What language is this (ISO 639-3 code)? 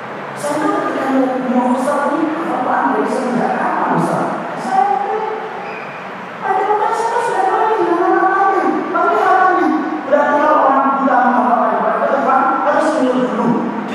ind